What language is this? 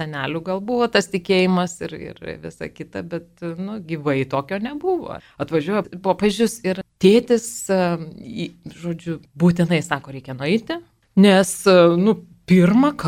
Lithuanian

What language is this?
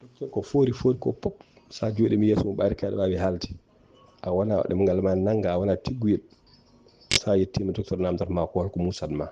Fula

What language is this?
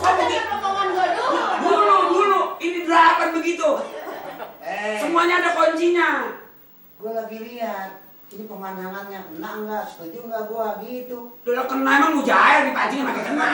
Betawi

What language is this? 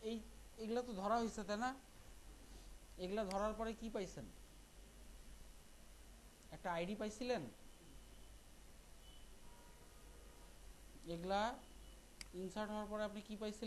Bangla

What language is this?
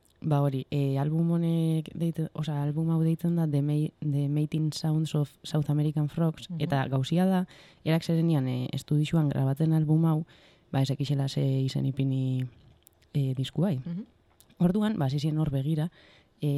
Basque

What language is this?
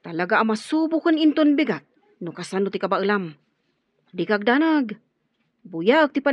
Iloko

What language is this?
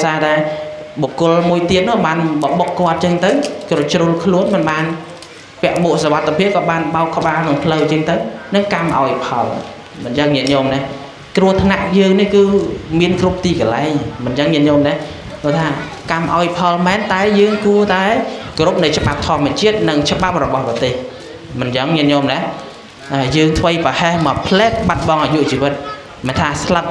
Khmer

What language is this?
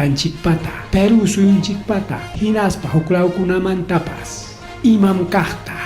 Ayacucho Quechua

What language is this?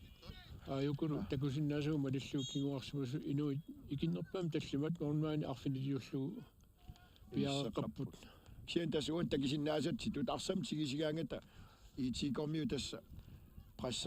Kalaallisut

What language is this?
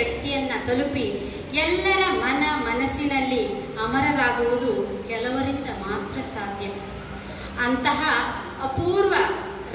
Kannada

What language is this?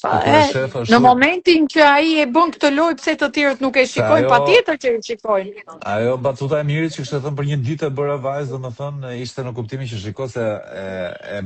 Albanian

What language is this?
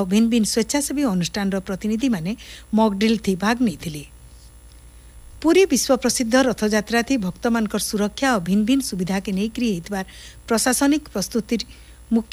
Odia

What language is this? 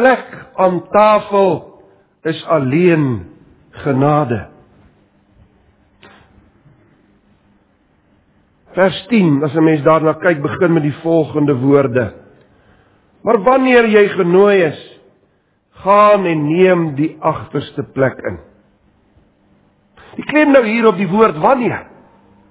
Afrikaans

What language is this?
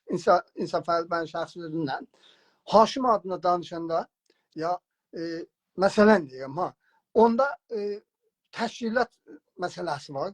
South Azerbaijani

